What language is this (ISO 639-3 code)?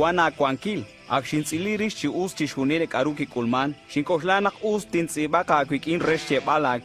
kek